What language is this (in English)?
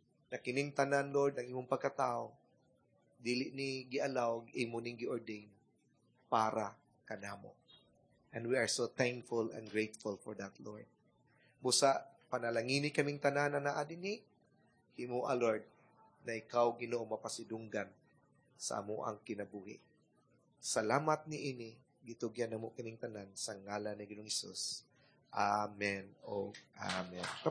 Cebuano